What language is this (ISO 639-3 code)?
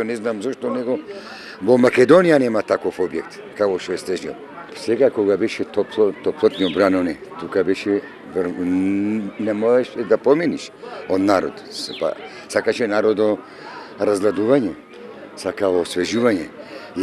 mkd